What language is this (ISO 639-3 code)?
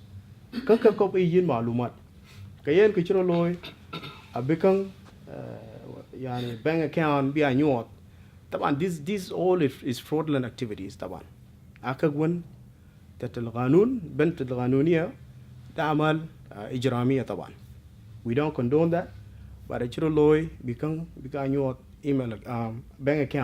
din